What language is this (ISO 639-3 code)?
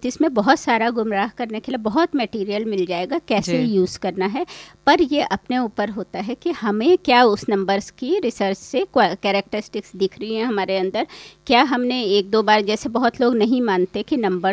hin